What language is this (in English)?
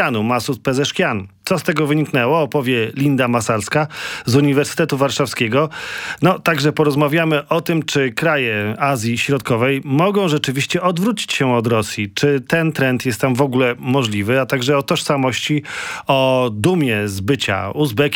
Polish